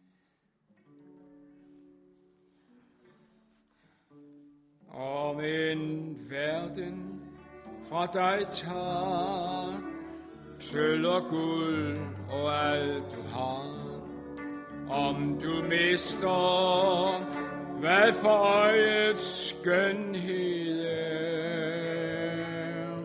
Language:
Danish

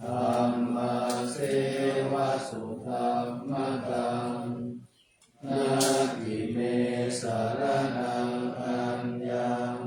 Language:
Pali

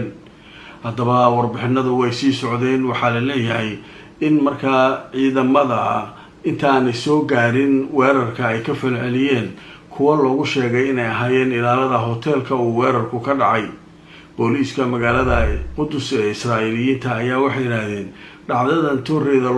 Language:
Somali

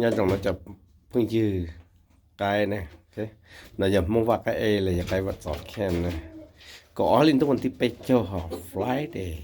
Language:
Hmong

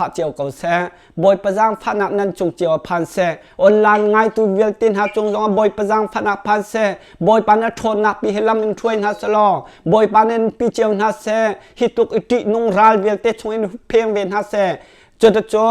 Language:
Hakha Chin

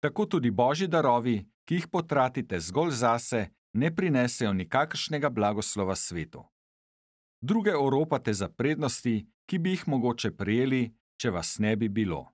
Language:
Slovenian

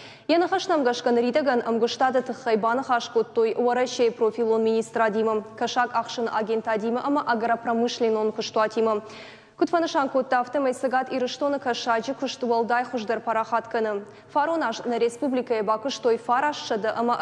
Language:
Ossetic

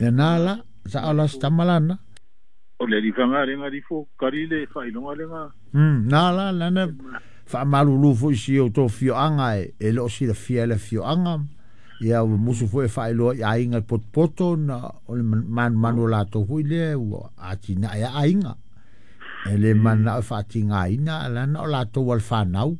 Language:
Samoan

